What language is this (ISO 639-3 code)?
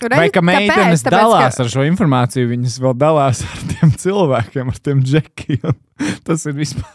lav